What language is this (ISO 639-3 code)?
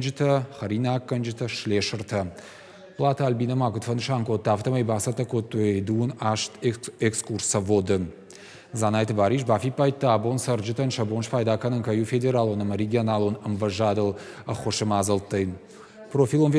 oss